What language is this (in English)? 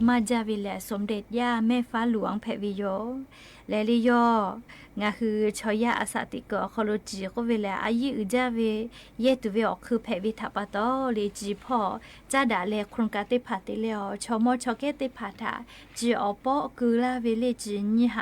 Lahu